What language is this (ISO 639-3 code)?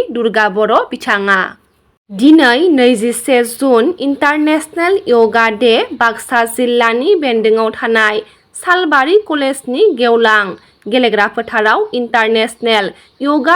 brx